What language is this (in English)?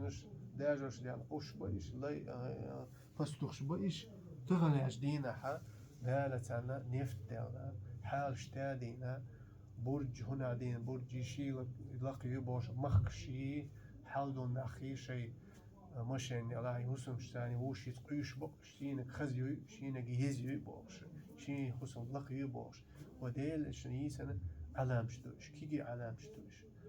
Chechen